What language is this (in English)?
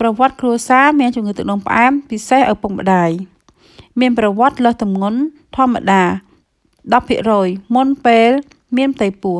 Khmer